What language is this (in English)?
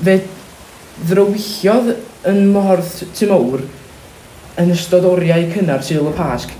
Welsh